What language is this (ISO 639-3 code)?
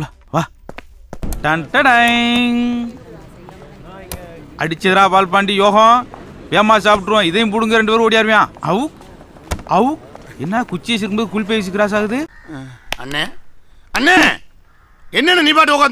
tam